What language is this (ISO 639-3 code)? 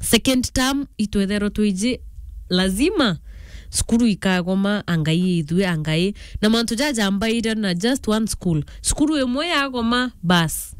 mer